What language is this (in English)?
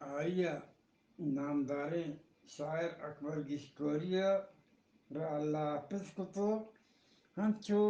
Eastern Balochi